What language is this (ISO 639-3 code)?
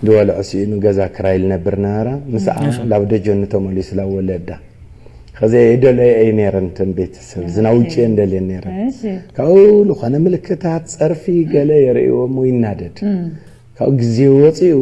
tir